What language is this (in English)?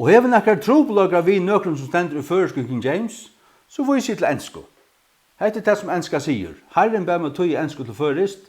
Faroese